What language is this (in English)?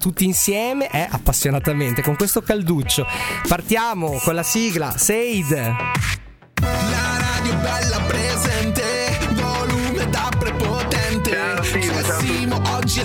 Italian